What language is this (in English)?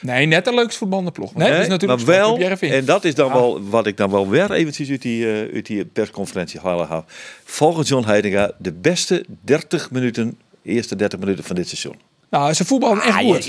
Western Frisian